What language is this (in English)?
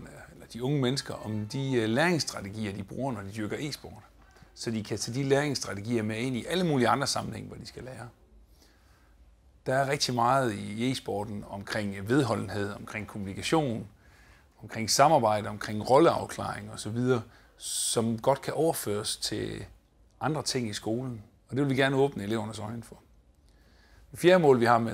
Danish